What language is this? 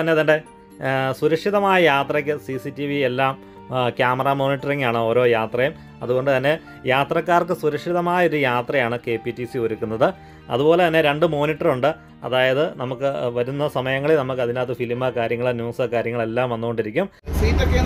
Malayalam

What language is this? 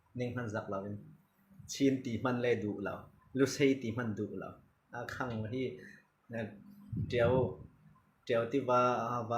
Falam Chin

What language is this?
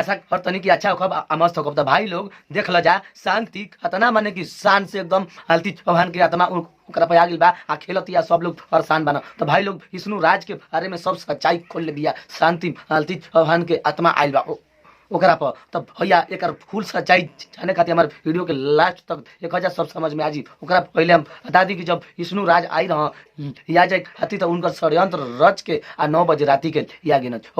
Bhojpuri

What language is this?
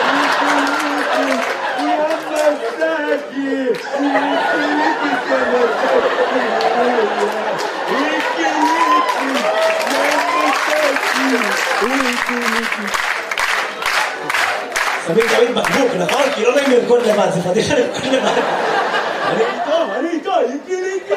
Hebrew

